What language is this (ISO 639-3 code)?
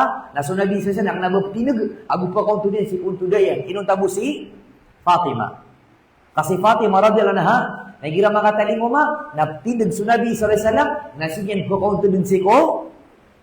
mrw